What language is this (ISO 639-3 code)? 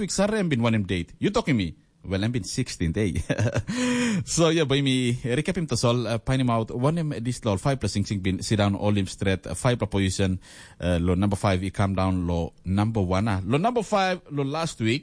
tpi